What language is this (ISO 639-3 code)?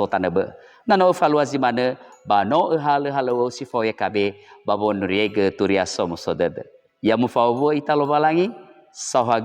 nia